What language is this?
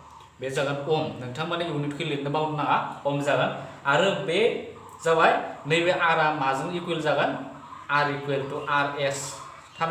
Bodo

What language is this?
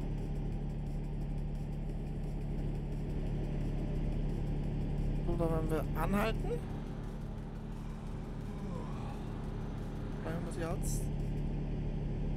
German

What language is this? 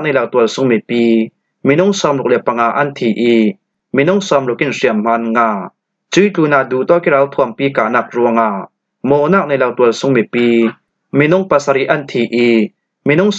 Falam Chin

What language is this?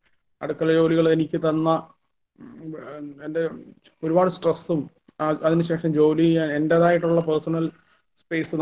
Malayalam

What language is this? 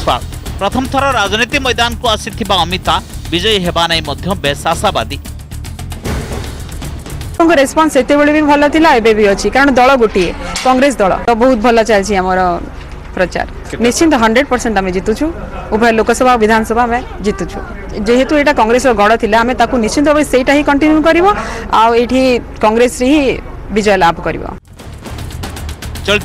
Odia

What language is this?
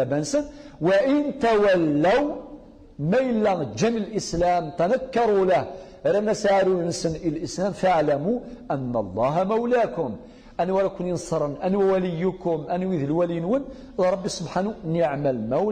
Kabyle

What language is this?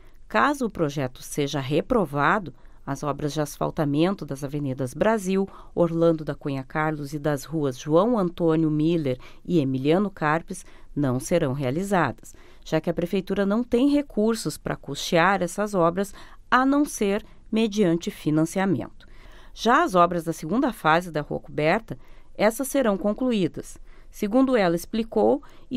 Portuguese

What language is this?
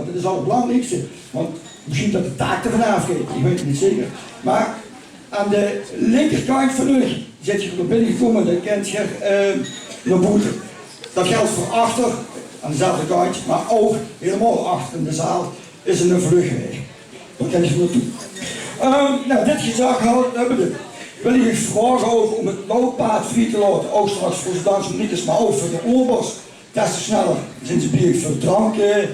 Limburgish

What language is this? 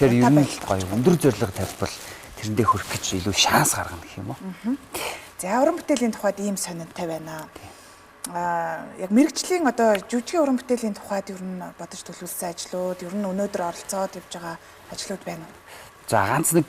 Mongolian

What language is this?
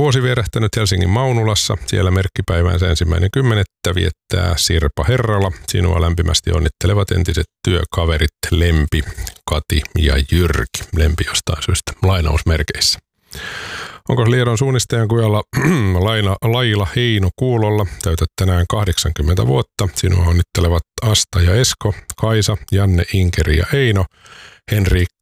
Finnish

